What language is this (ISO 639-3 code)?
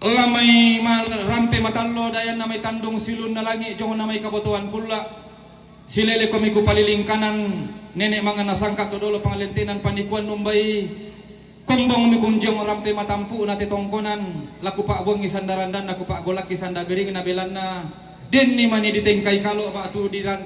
sda